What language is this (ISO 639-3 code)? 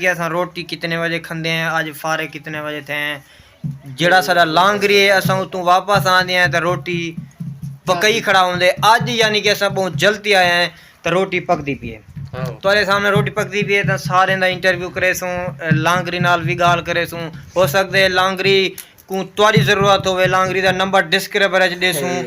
skr